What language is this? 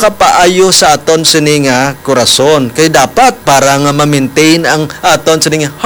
Hiligaynon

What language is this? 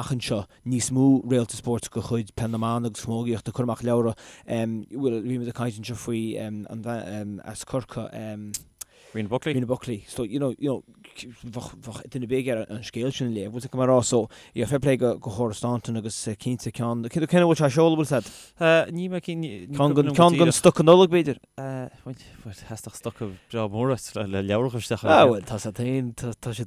Irish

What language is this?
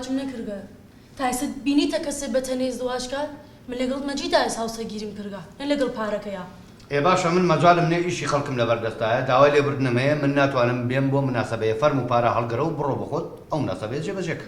Central Kurdish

